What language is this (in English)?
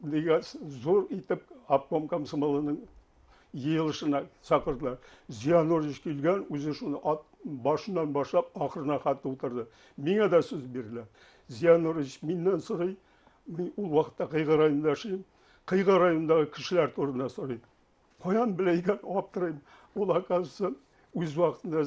Bashkir